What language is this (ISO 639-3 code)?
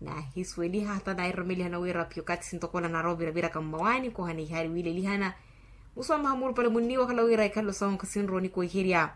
vmw